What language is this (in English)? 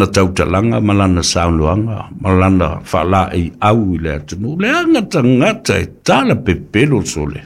Samoan